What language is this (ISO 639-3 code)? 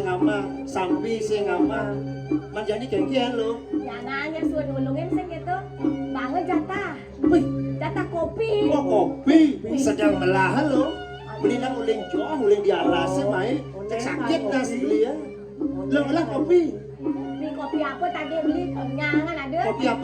ban